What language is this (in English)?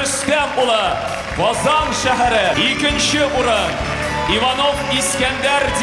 Tatar